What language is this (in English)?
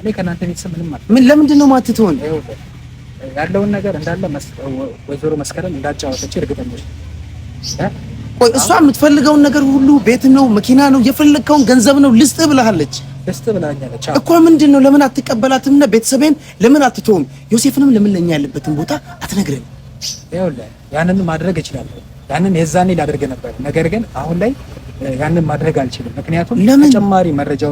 Amharic